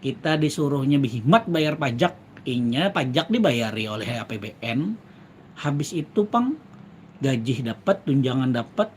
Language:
Banjar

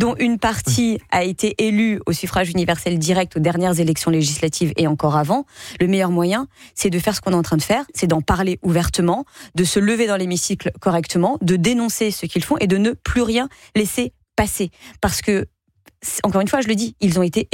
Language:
French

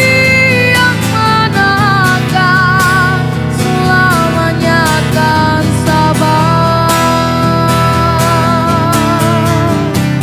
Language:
Indonesian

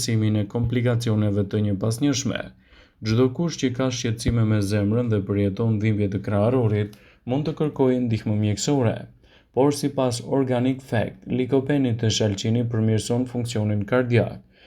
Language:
Albanian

